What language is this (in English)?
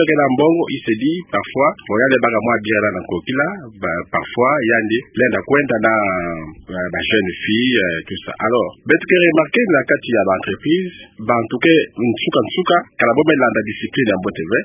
Kituba (Democratic Republic of Congo)